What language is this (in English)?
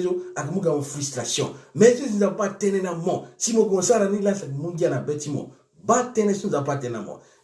Sango